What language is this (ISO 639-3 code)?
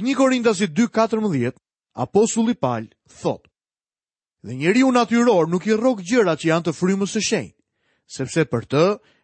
sqi